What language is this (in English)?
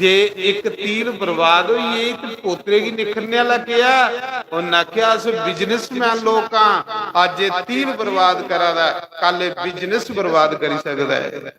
Dogri